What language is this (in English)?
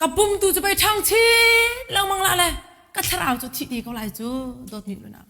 Hakha Chin